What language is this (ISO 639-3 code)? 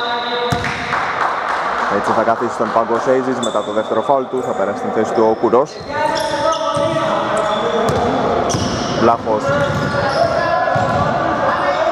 ell